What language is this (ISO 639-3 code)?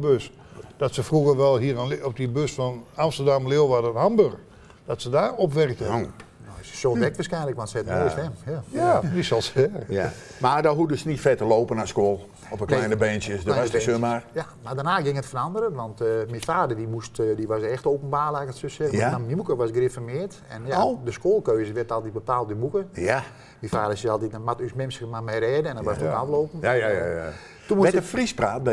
nld